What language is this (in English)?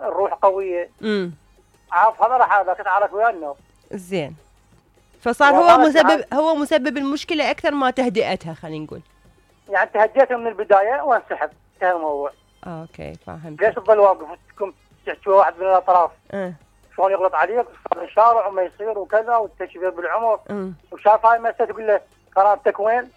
Mesopotamian Arabic